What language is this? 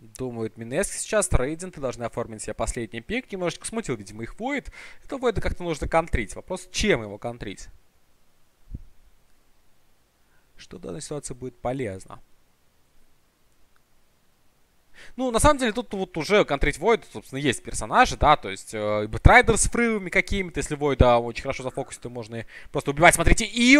Russian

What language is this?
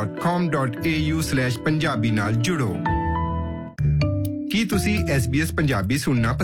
Punjabi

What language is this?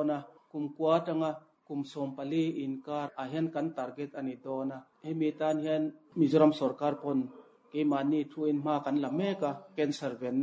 Mizo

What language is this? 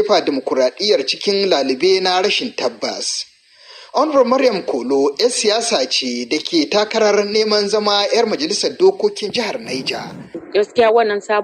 Hausa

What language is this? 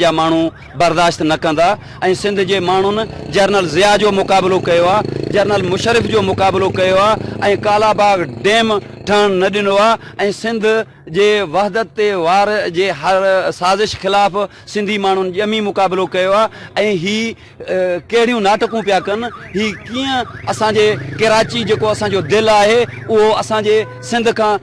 Sindhi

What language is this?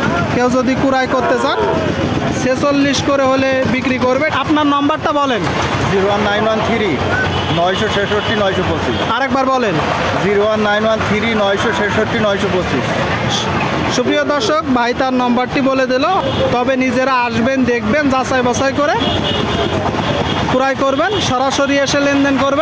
Bangla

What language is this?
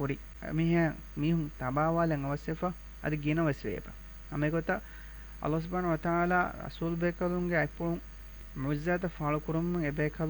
Divehi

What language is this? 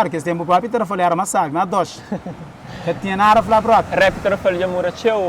Kabuverdianu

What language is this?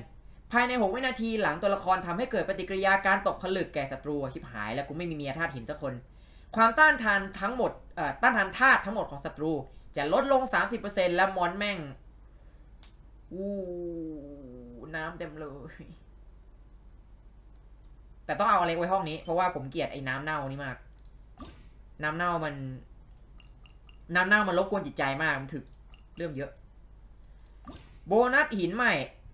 Thai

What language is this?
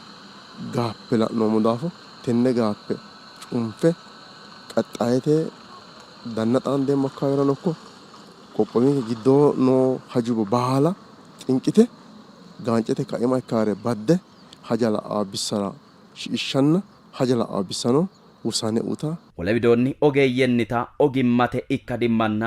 Sidamo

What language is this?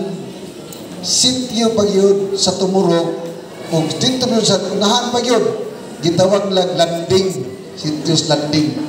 Cebuano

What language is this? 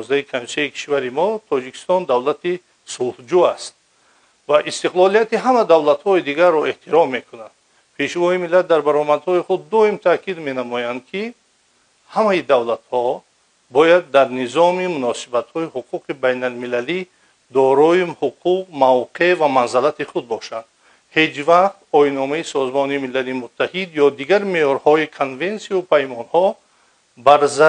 Tajik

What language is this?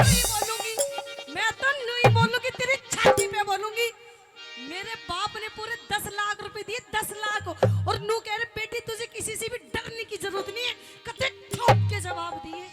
Haryanvi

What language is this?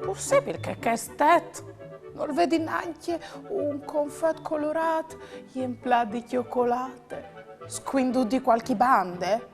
Friulian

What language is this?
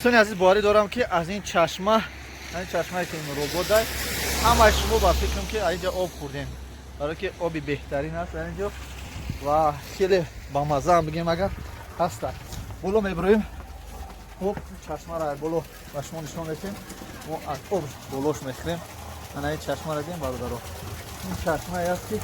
Tajik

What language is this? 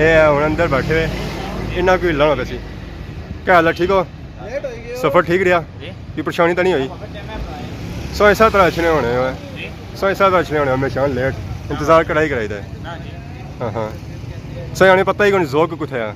Pahari-Potwari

